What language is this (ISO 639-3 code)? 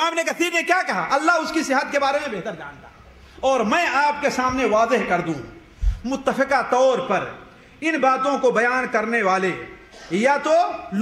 urd